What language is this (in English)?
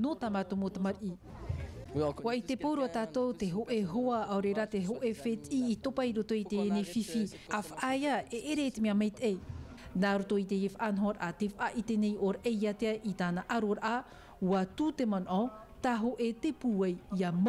Tahitian